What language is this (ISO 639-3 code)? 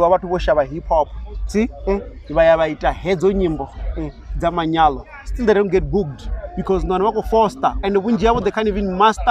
ven